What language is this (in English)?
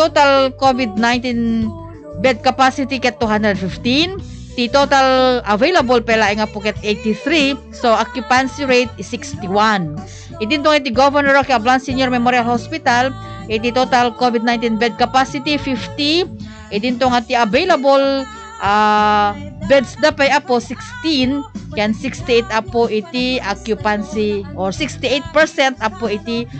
Iloko